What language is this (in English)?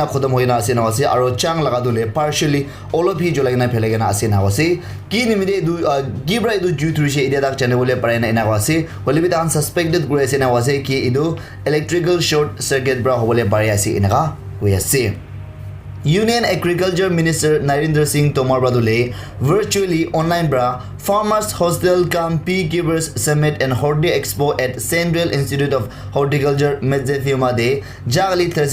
Naga Pidgin